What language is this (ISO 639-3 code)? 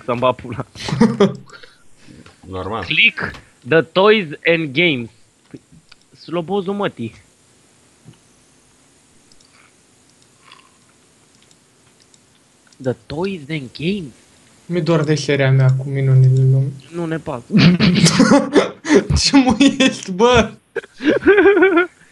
ron